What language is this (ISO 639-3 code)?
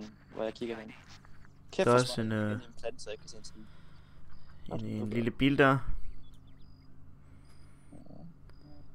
dan